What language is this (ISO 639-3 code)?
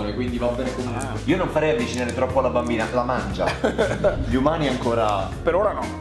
ita